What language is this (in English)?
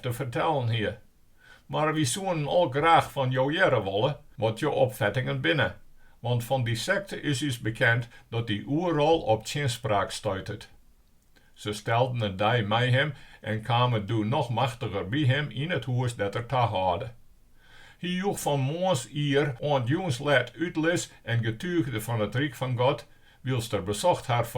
Western Frisian